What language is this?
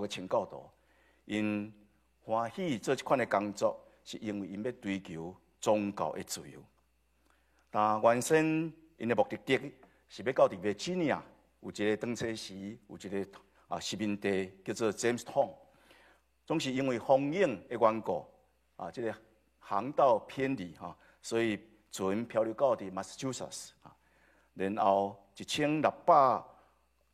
Min Nan Chinese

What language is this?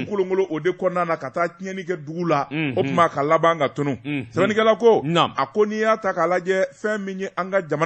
Bambara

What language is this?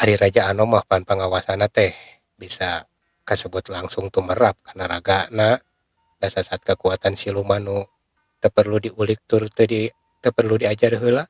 Sundanese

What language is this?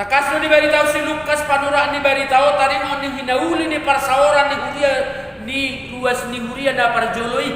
Batak Toba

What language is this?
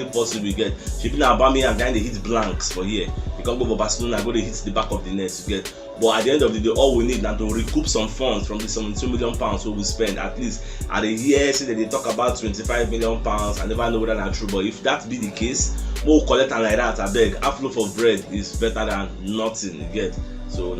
Nigerian Pidgin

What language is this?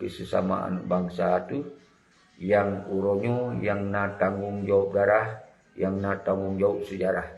Achinese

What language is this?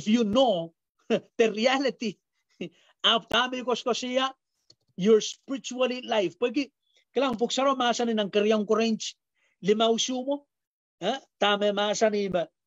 Pohnpeian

